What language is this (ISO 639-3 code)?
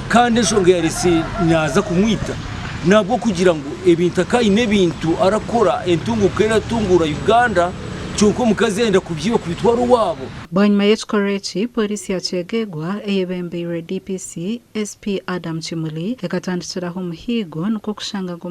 nyn